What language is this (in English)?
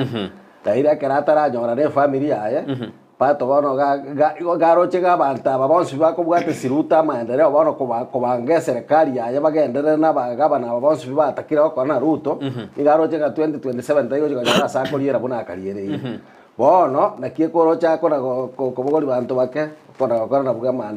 Gusii